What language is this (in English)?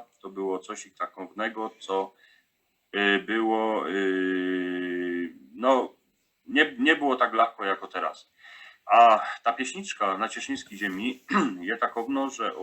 Silesian